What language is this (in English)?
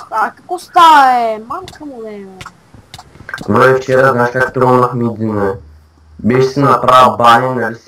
Bulgarian